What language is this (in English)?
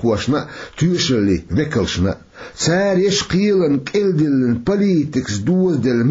Chechen